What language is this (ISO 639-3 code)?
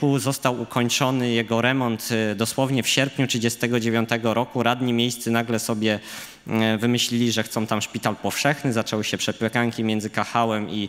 pol